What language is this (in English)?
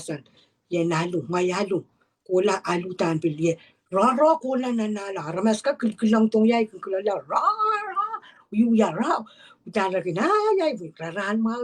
Pohnpeian